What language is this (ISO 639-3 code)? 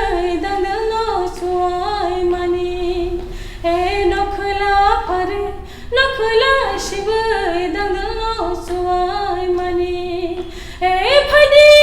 trp